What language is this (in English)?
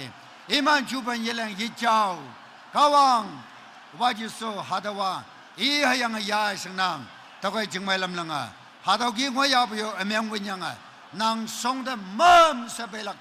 Naga Pidgin